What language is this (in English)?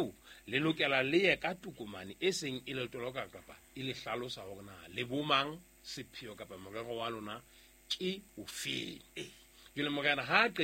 Southern Sotho